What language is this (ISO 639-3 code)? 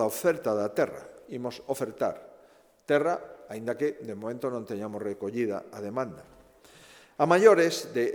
glg